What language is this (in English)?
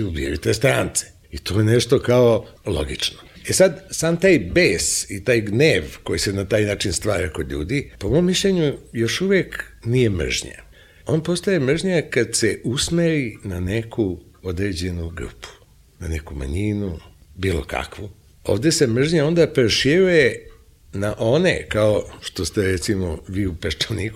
Serbian